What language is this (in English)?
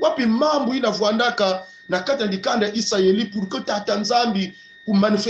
Kongo